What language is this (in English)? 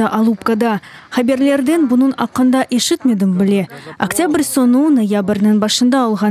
Crimean Tatar